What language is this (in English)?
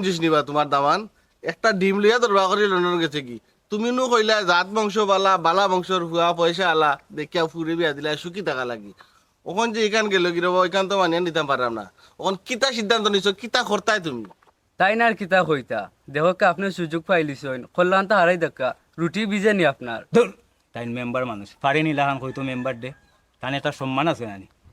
Sylheti